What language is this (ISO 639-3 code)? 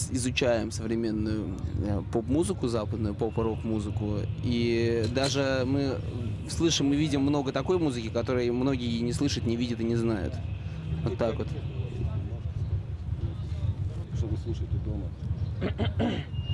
rus